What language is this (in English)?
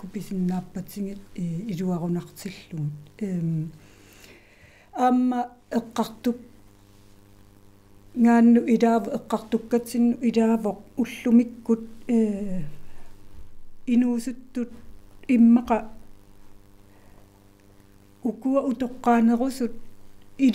Kalaallisut